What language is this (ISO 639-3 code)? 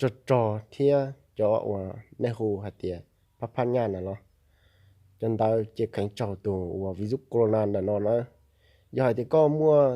hmn